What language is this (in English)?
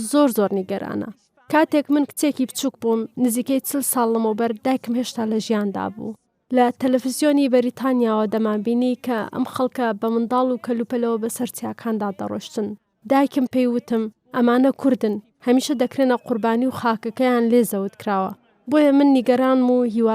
Central Kurdish